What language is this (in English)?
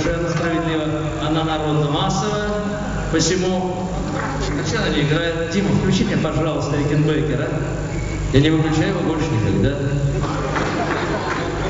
Russian